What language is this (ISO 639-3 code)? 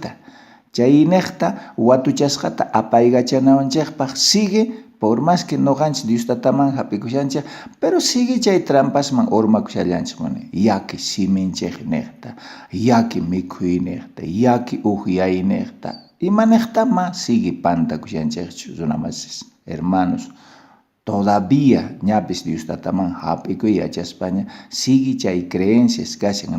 quh